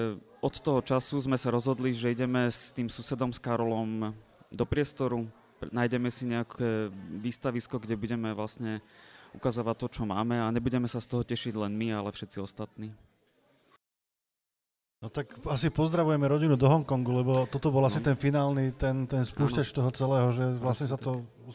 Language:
Slovak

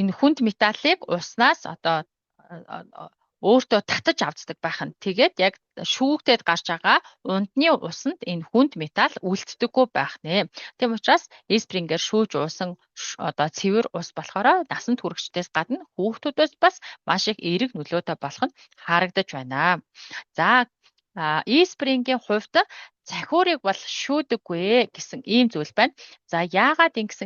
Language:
Mongolian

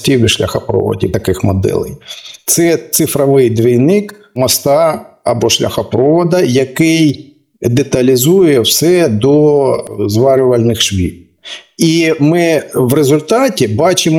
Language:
Ukrainian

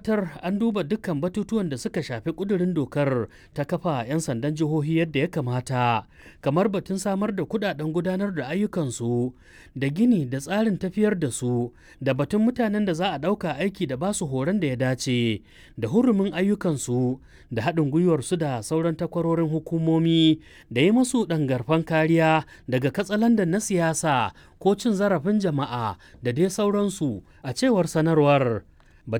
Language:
Hausa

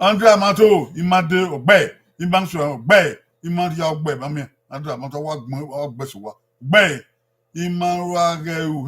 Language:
Bini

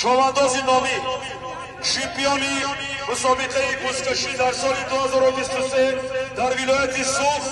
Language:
Tajik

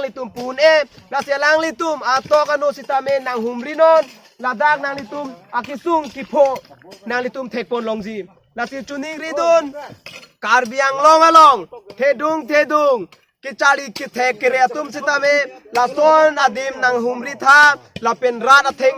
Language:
Karbi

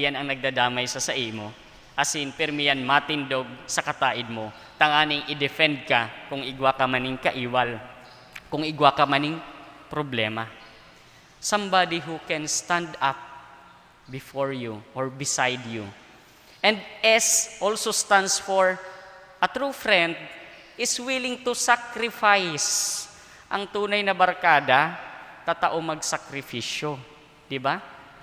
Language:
Bikol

